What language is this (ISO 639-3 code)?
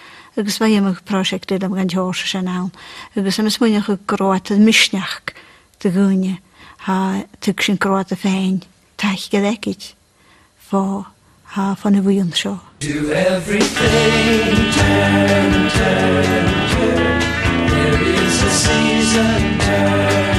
gla